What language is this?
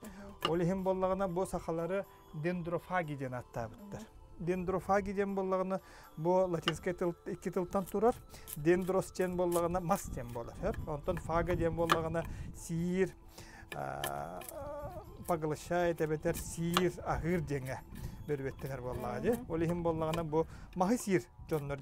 Yakut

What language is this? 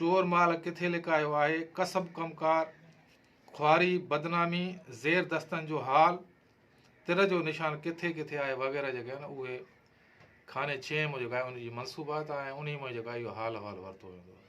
Sindhi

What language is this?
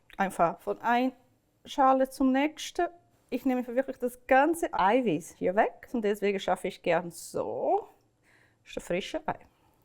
Swiss German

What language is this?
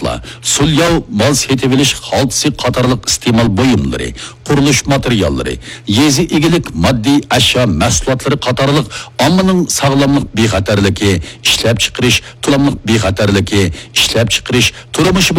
Uyghur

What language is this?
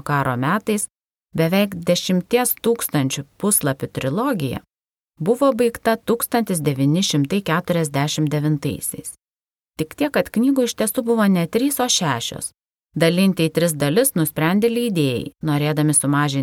Lithuanian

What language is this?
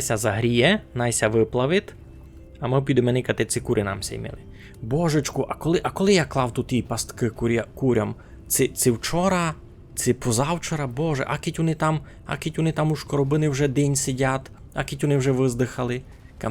Rusyn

